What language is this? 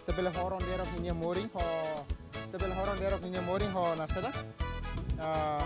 Tetum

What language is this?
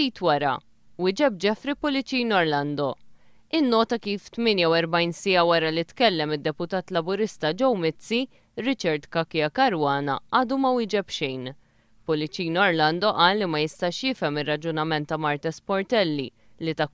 Maltese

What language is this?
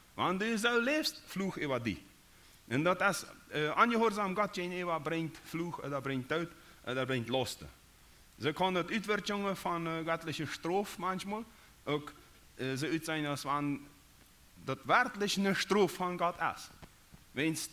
Plautdietsch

